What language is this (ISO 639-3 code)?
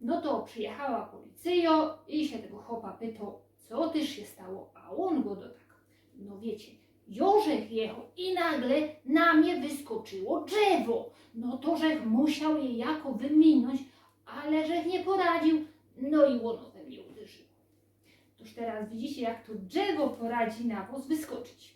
szl